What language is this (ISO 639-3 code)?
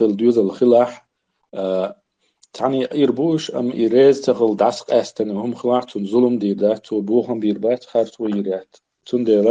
che